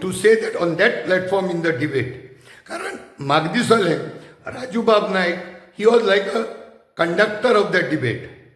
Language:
Konkani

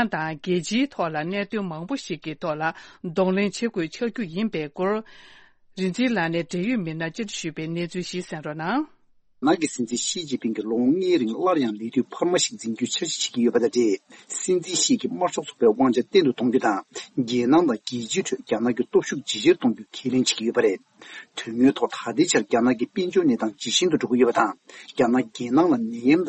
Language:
Tibetan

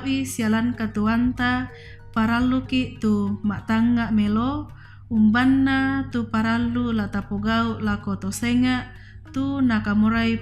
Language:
Toraja-Sa'dan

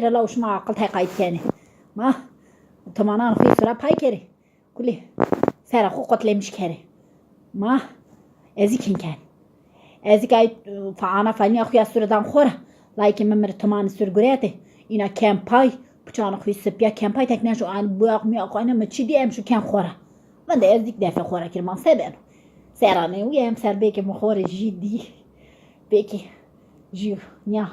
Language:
Zaza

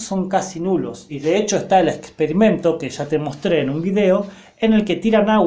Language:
Spanish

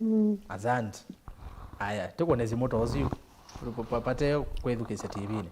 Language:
Kamba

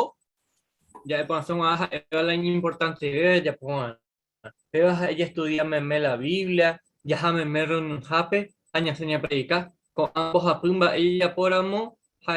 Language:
Guarani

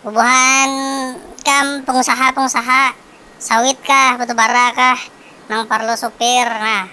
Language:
Banjar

